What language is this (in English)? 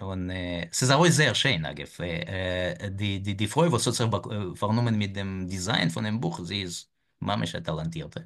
Yiddish